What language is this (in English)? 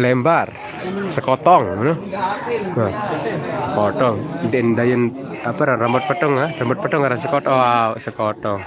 Sasak